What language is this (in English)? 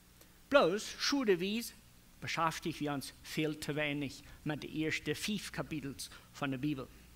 Plautdietsch